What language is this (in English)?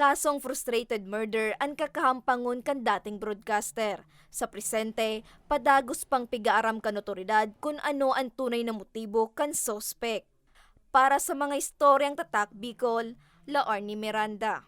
Bikol